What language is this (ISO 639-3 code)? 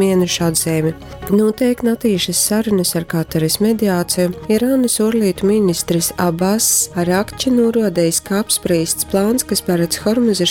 ltg